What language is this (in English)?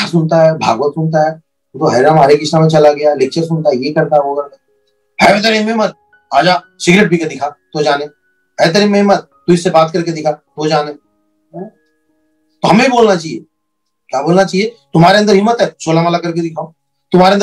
Hindi